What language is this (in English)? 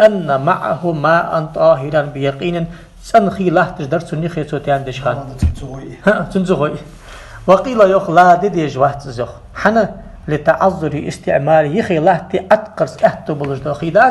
Ingush